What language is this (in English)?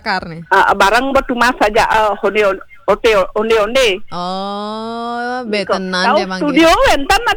Balinese